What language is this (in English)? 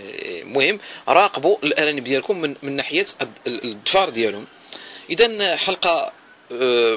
Moroccan Arabic